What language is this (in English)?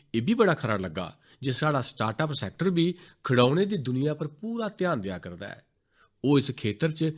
Dogri